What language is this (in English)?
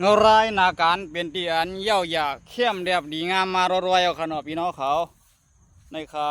Shan